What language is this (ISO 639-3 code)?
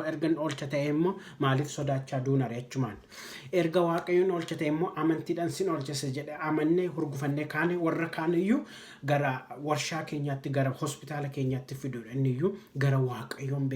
orm